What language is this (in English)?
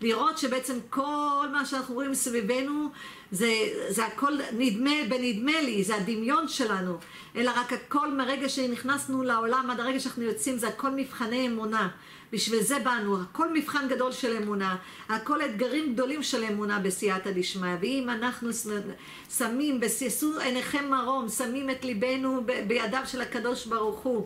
Hebrew